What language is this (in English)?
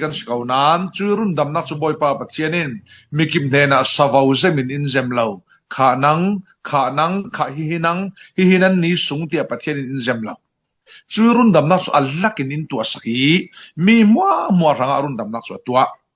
Falam Chin